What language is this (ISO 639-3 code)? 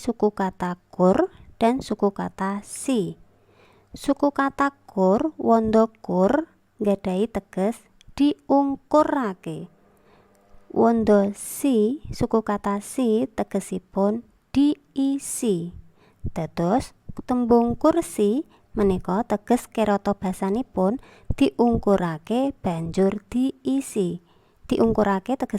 jav